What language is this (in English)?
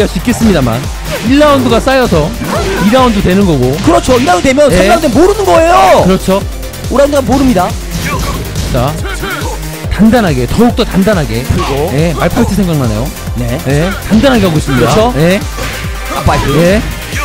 Korean